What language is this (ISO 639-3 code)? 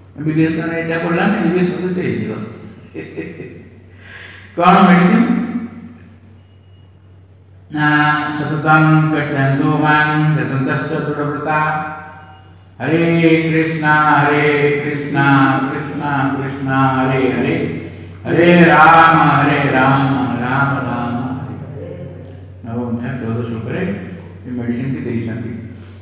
ori